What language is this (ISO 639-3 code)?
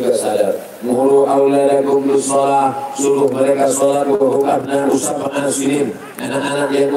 ind